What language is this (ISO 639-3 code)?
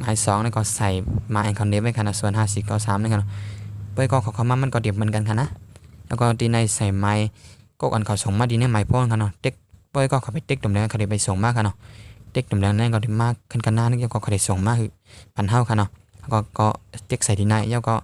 shn